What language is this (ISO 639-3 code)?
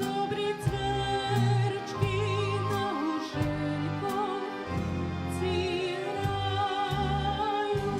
rue